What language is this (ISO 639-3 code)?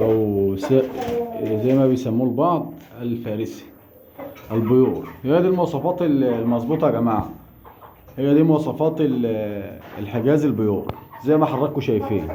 arz